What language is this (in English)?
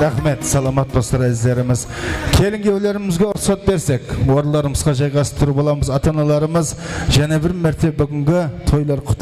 Kara-Kalpak